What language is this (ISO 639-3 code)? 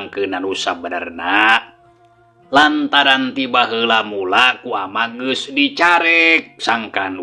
sun